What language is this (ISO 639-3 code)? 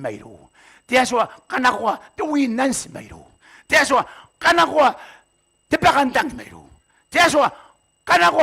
gil